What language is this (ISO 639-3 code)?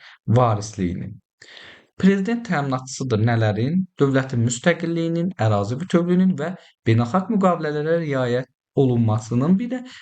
aze